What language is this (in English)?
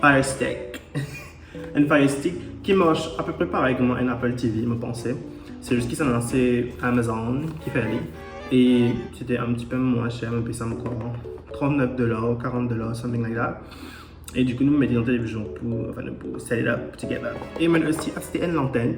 Morisyen